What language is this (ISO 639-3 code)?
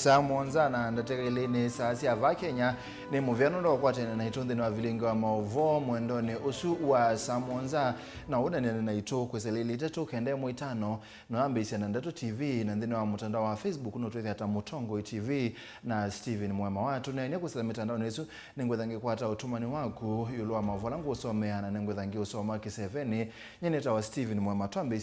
kam